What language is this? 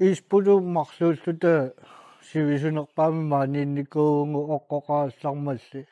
Kalaallisut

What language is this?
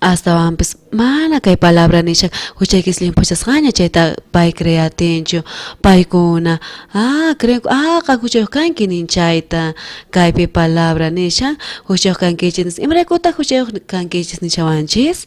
South Bolivian Quechua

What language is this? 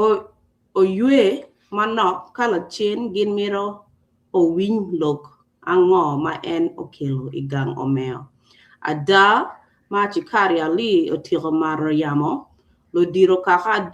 Acoli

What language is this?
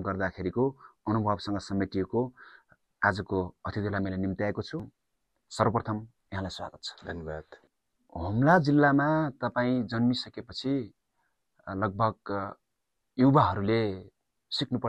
Nepali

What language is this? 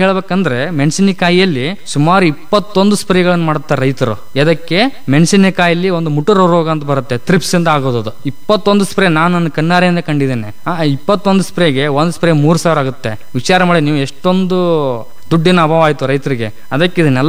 Kannada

